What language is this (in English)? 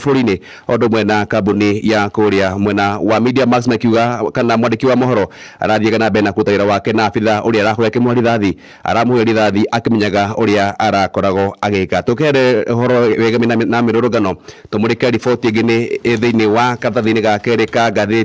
Kikuyu